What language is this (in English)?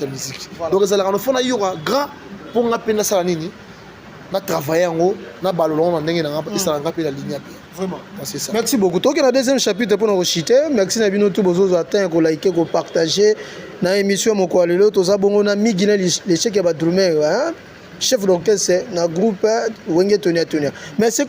Lingala